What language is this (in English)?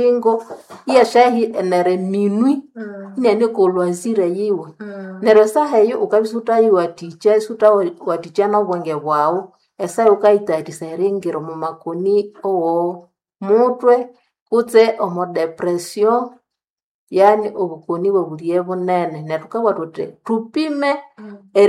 Nande